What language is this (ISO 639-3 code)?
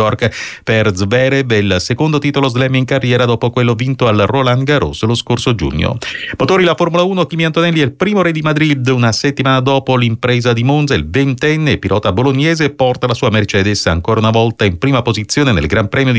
ita